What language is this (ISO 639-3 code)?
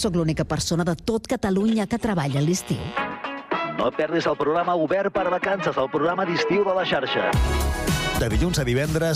cat